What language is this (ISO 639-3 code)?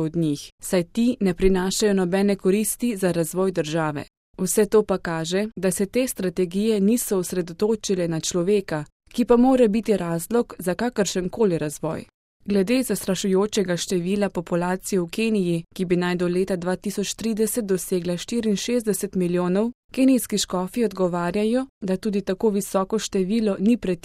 slv